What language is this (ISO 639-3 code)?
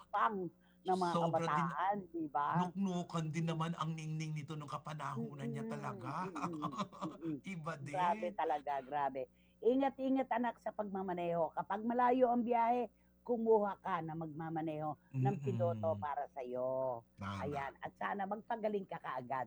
fil